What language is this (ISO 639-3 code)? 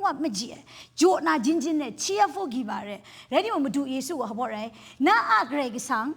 kac